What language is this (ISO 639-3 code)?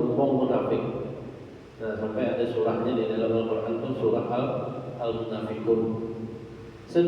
bjn